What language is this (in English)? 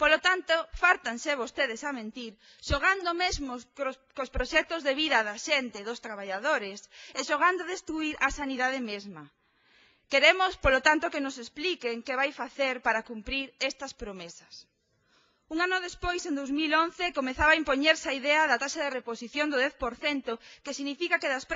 Galician